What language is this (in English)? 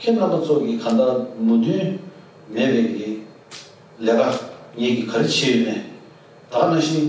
Tibetan